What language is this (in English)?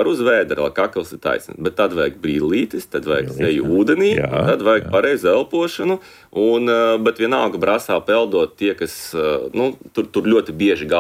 Latvian